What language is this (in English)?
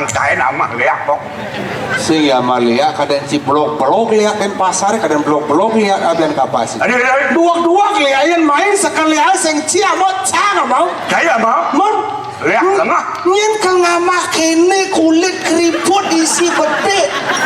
Balinese